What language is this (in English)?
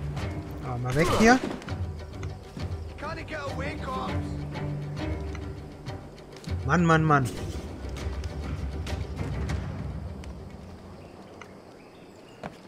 German